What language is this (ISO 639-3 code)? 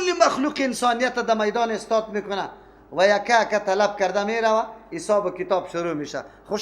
fas